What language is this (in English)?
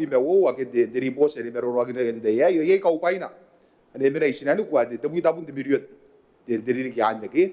Gilbertese